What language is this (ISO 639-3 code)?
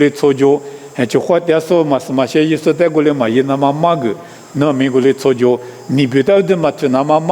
lis